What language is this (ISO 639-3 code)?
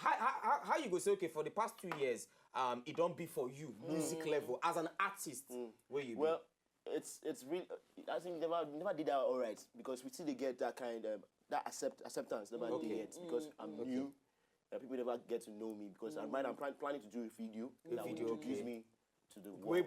pcm